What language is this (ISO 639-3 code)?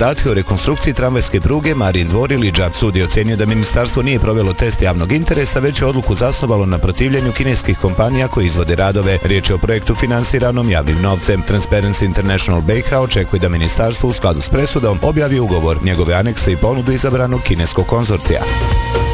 bos